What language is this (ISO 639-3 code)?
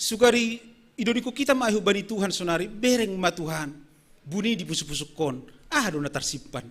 bts